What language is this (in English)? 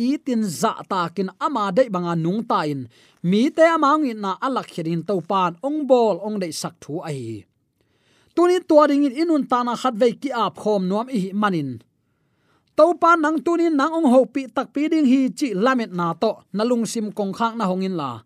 Tedim Chin